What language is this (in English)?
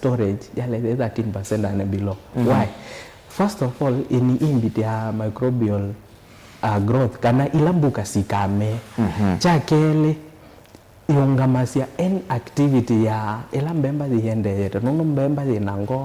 Kamba